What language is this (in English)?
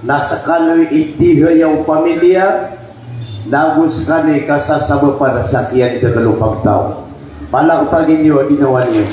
Maranao